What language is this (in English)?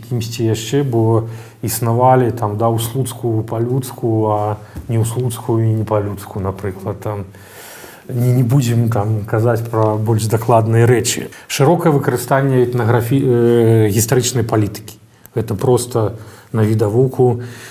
Belarusian